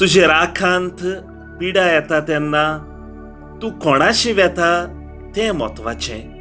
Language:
Konkani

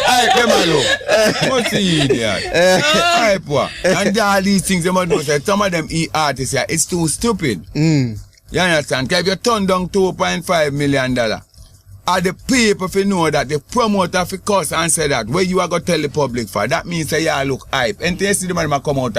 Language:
Jamaican Creole English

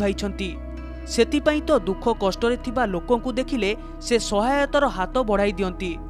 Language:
Odia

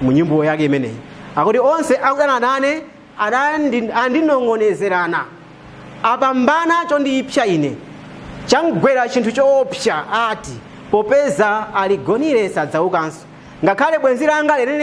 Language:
Nyanja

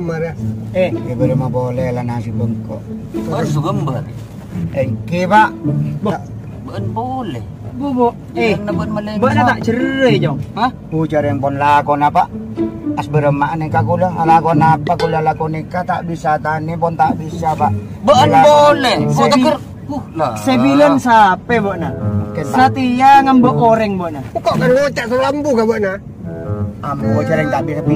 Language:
Madurese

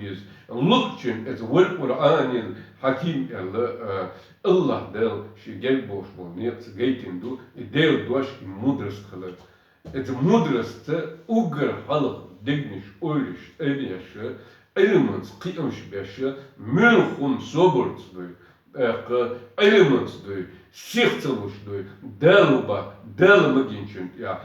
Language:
Chechen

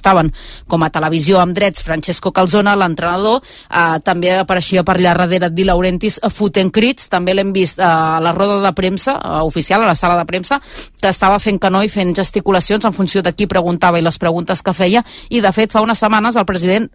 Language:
Catalan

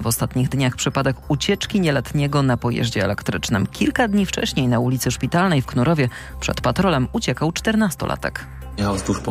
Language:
Polish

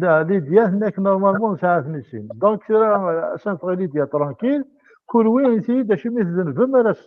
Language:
Kabyle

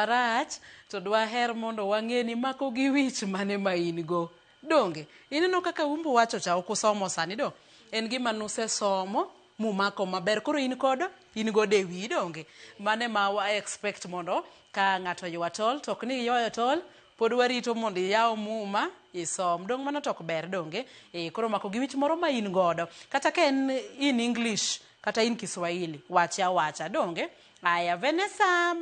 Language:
Luo (Kenya and Tanzania)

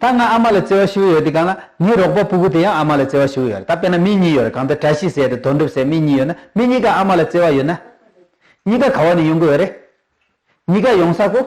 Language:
Tibetan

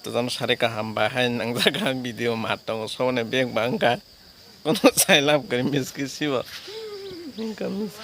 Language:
Kok Borok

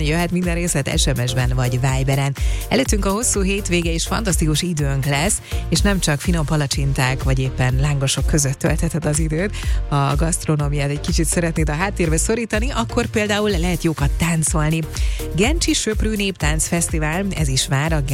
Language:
Hungarian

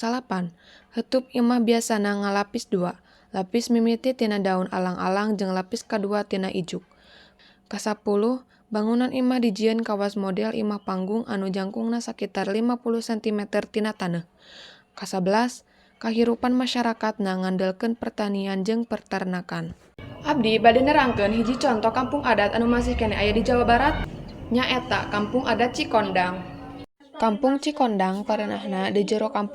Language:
Sundanese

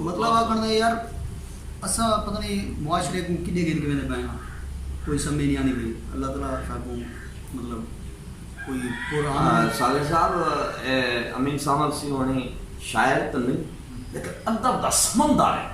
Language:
Saraiki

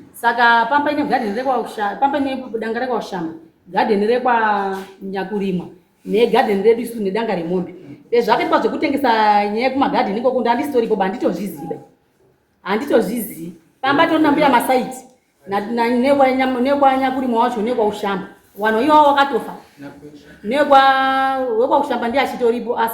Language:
Shona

